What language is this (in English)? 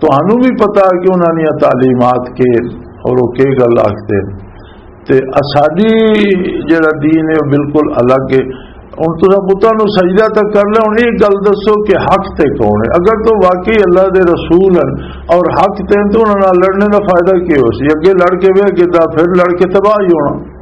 Western Panjabi